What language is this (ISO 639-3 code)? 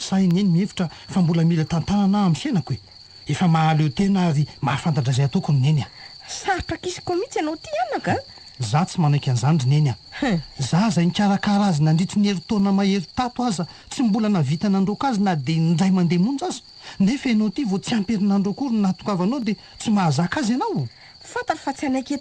mlg